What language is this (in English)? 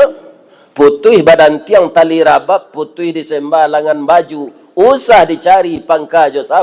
Minangkabau